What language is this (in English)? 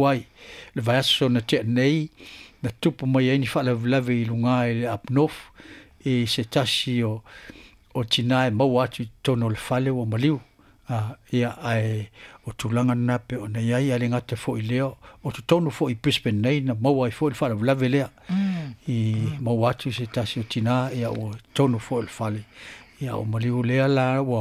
Samoan